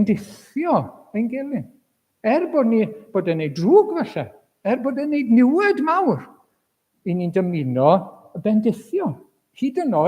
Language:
Welsh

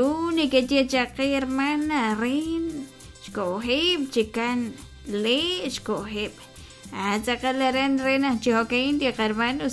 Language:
Kekchí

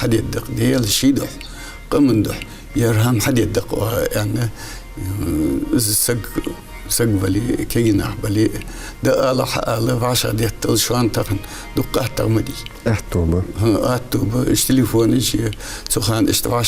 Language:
Ingush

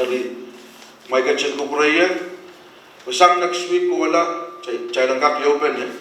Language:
Pohnpeian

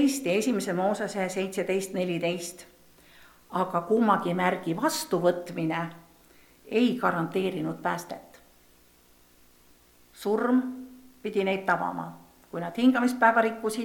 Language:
Estonian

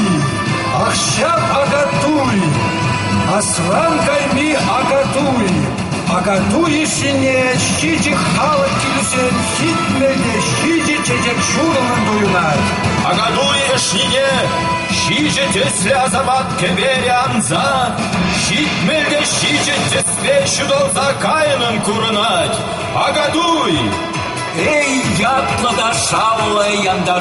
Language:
Chuvash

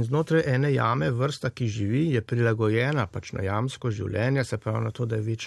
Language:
Slovenian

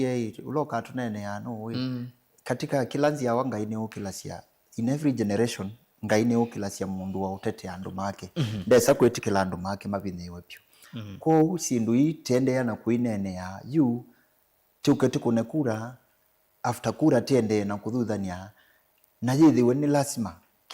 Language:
Kamba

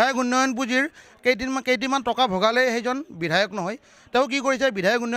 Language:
Assamese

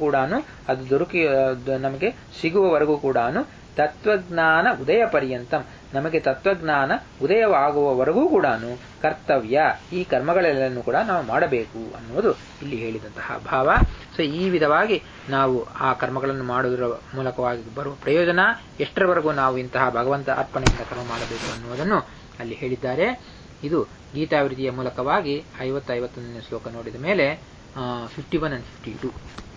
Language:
Kannada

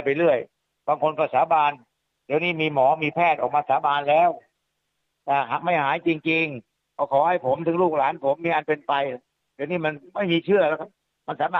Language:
Thai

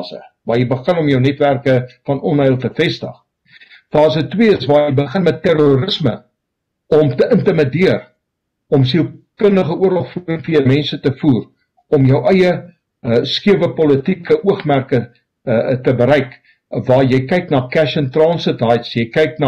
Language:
Afrikaans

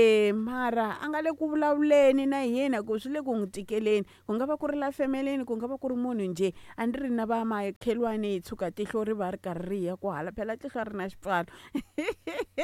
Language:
Tsonga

